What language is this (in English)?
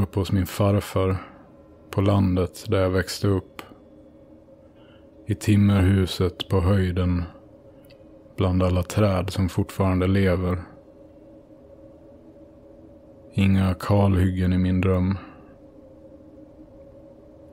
Swedish